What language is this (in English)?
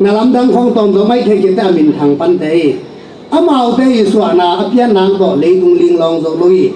Tedim Chin